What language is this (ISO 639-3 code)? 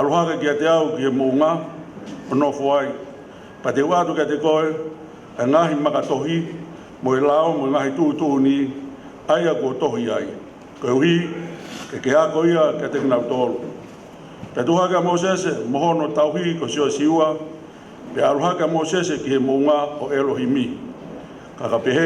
ton